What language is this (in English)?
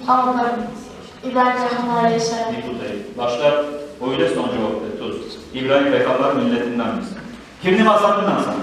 Kumyk